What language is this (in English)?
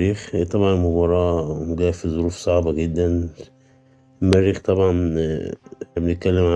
Egyptian Arabic